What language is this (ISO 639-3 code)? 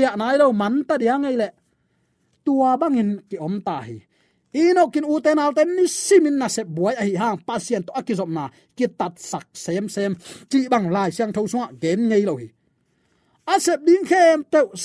ctd